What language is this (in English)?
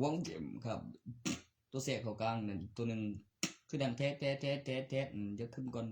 Northeastern Thai